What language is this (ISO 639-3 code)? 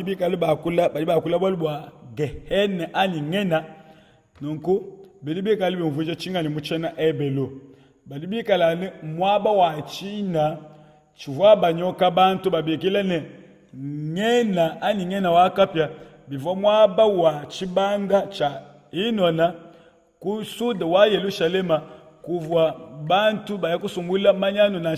lua